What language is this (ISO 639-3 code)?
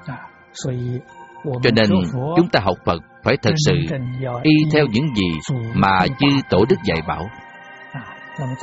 vie